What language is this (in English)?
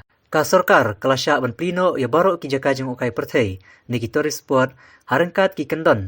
Khasi